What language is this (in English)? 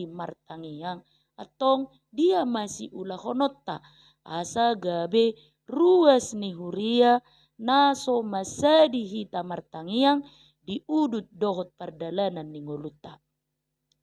Batak Toba